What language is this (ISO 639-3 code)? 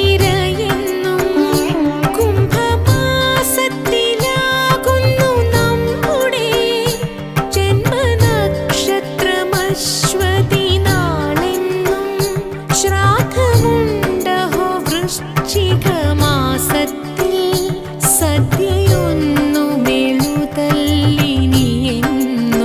mal